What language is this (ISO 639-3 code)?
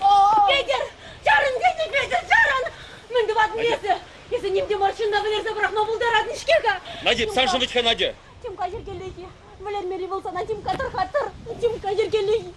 chv